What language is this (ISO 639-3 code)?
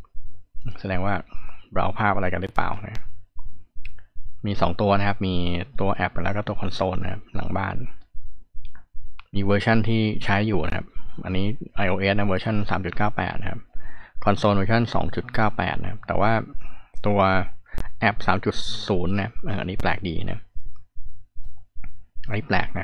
tha